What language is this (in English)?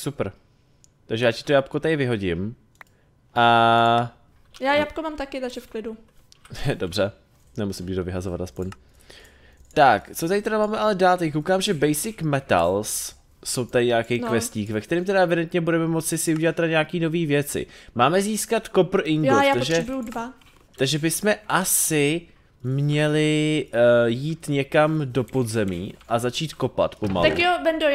Czech